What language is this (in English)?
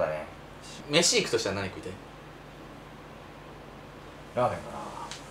Japanese